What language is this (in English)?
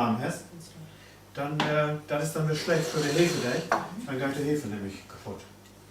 Low German